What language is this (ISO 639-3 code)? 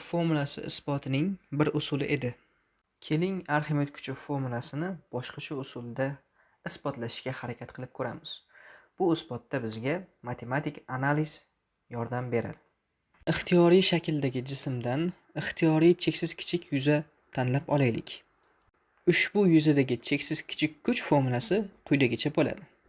uzb